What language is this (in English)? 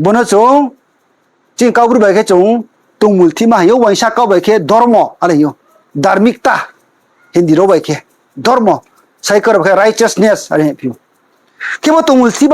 Riang (India)